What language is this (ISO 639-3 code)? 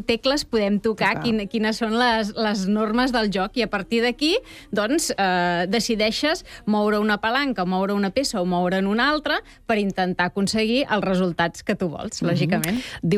cat